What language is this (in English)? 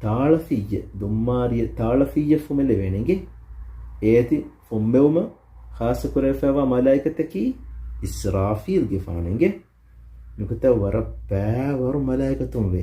Divehi